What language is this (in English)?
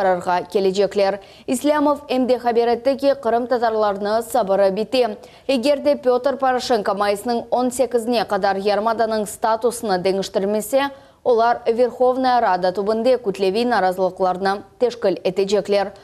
Crimean Tatar